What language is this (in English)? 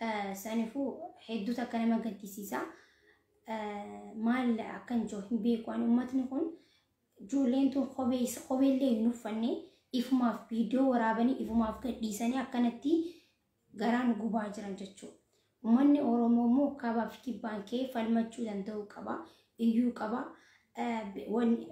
Oromo